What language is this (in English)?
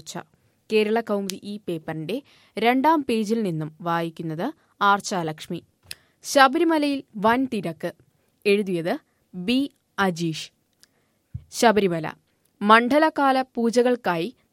Malayalam